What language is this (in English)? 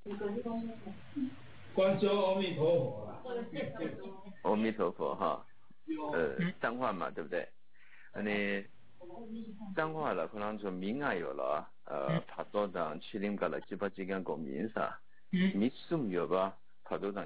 Chinese